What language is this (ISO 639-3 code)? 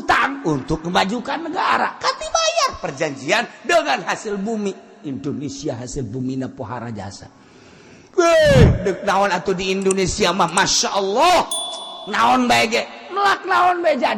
sun